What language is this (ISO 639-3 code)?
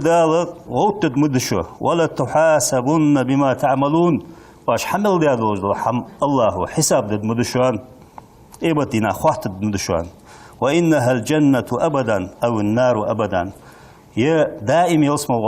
inh